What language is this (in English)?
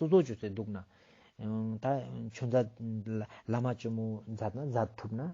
Ladakhi